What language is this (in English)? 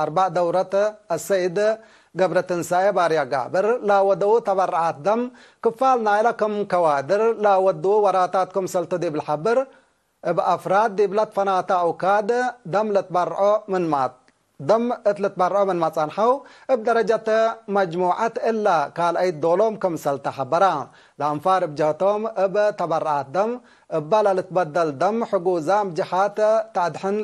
Tigre